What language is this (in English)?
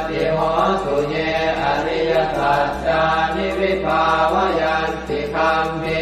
Pali